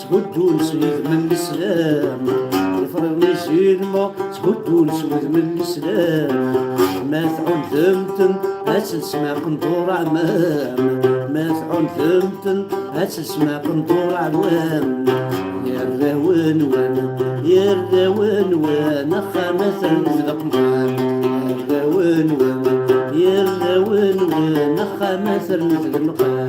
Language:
Kabyle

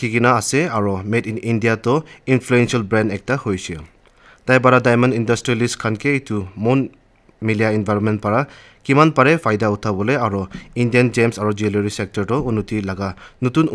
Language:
Naga Pidgin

